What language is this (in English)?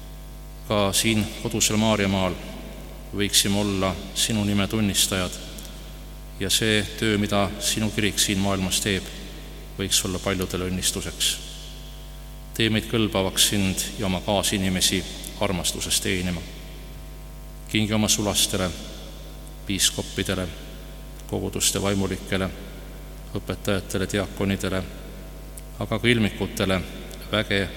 Estonian